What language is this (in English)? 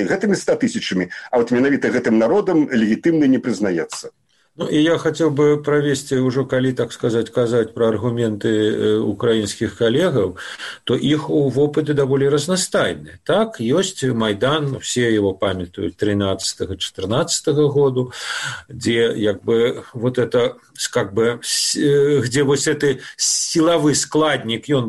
Belarusian